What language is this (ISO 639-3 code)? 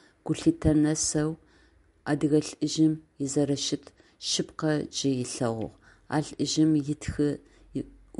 ady